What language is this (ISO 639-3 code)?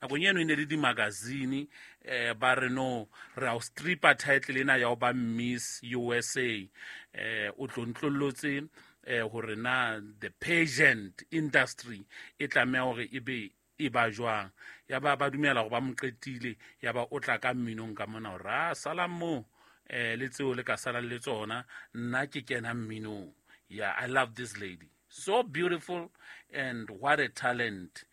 sot